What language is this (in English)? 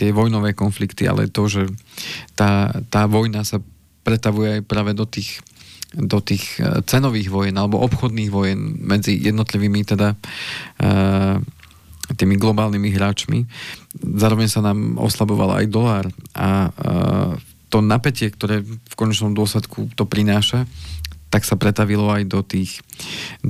Slovak